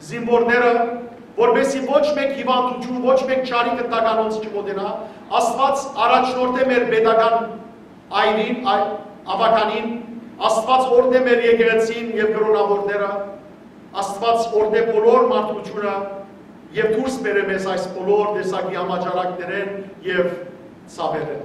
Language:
Western Armenian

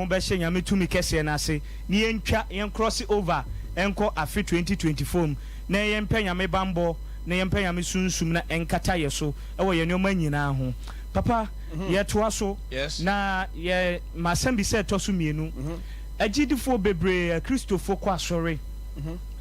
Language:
Akan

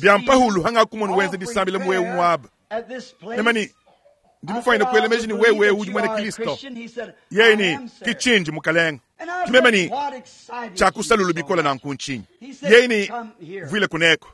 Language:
Luba-Lulua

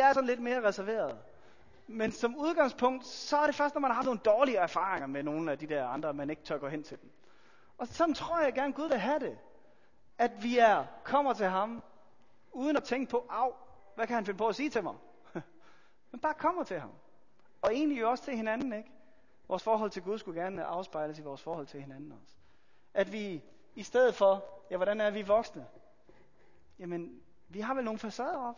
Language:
Danish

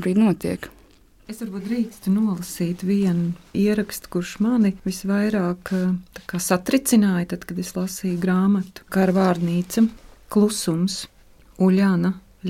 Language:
Latvian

